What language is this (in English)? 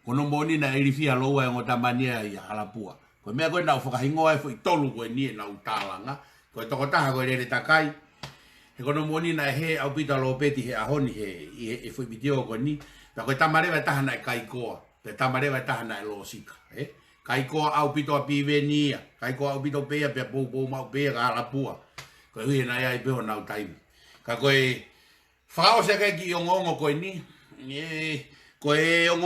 Tongan